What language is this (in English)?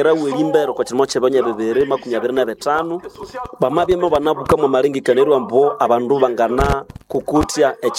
Nande